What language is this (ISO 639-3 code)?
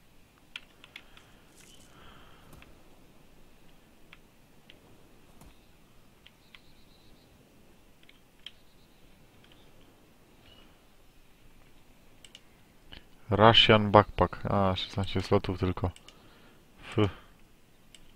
pol